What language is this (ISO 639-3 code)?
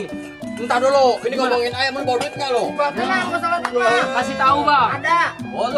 bew